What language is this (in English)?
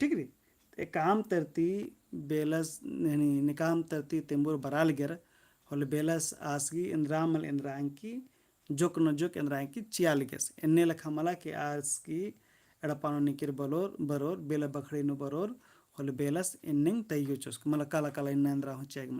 Kurukh